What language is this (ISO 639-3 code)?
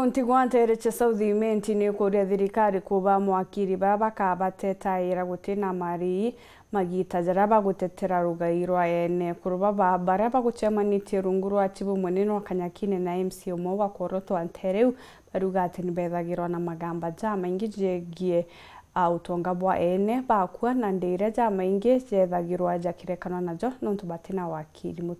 mer